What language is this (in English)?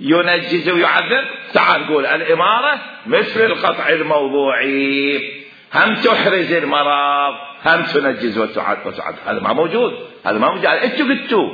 Mesopotamian Arabic